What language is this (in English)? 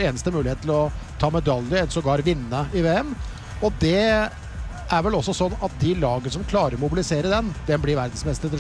Norwegian